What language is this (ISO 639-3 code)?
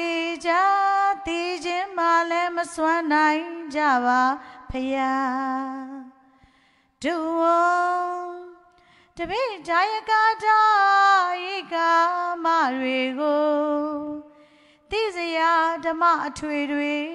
mya